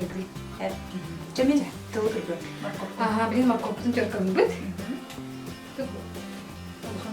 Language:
Yakut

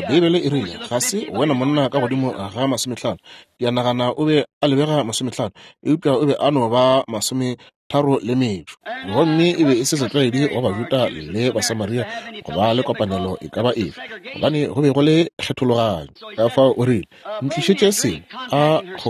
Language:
Northern Sotho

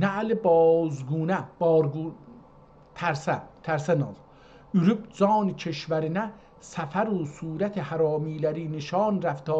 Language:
South Azerbaijani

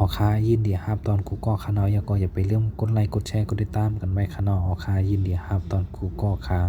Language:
Shan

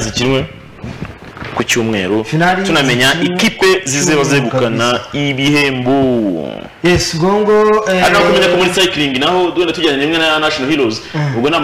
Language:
Kinyarwanda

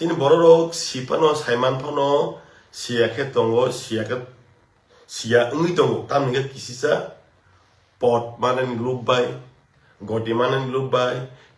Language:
Kok Borok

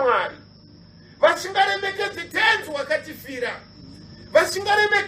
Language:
Shona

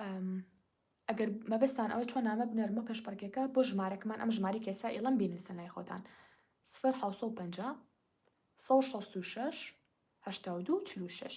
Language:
Central Kurdish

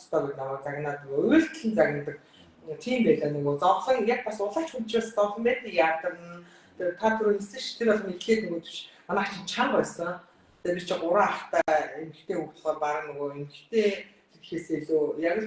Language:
Mongolian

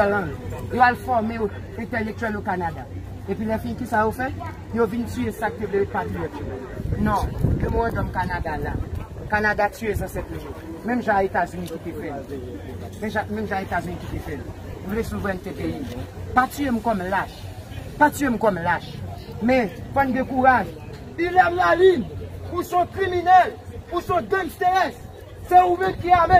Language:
Haitian Creole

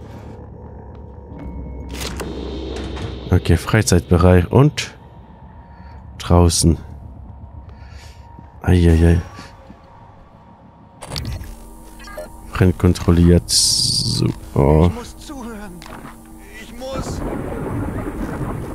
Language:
German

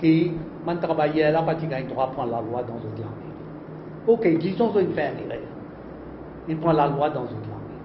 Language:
Morisyen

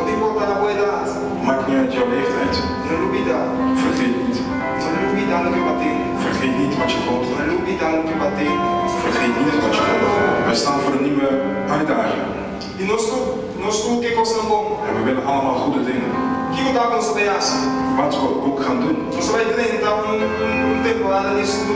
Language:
Papiamento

